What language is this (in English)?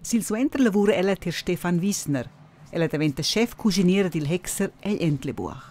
Romansh